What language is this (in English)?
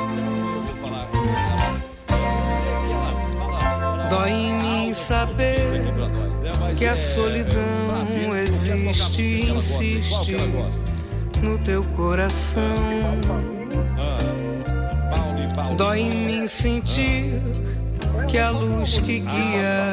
Portuguese